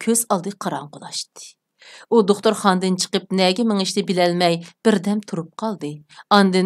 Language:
Uyghur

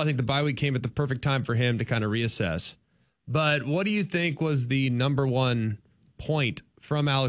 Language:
English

